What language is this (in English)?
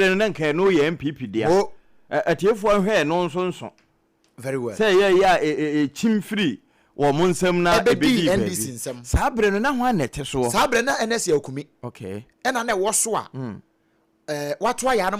Akan